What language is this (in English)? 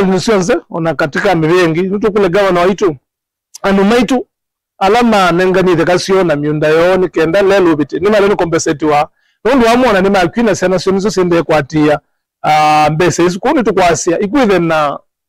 Kamba